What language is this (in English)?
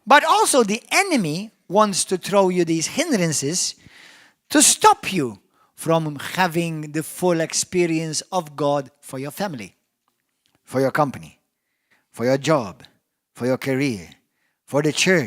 English